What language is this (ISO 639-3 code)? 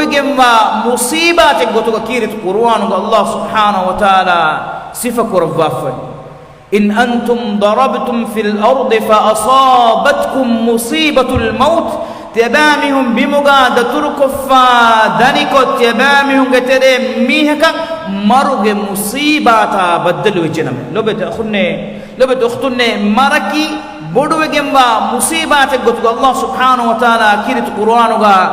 div